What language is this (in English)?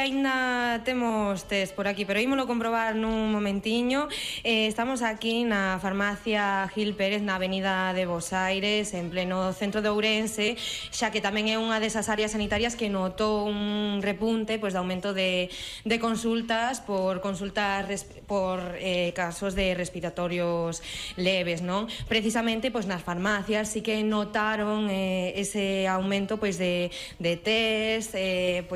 Galician